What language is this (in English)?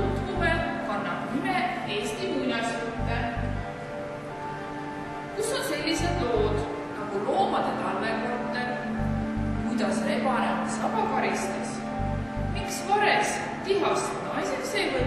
Estonian